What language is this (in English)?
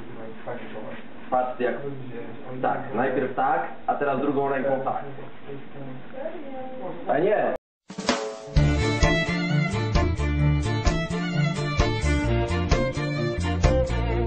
Polish